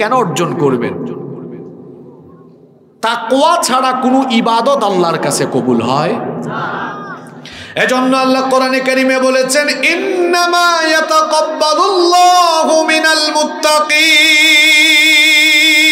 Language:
Bangla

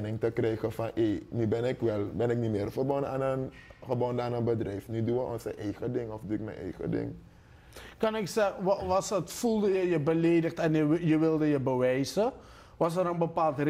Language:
Dutch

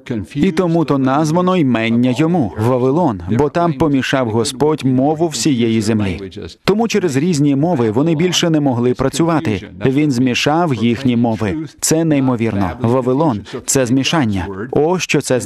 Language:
Ukrainian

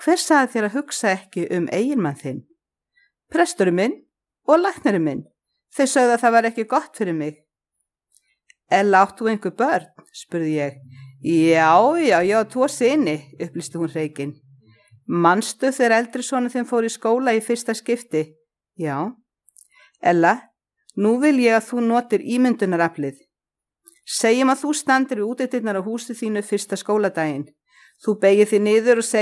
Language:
Icelandic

